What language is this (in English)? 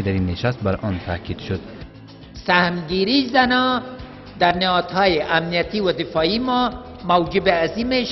Persian